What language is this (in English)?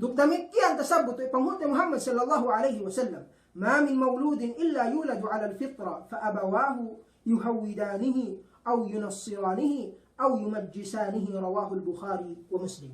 Yakan